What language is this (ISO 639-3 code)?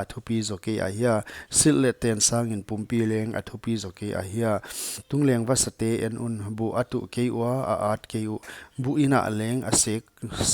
pck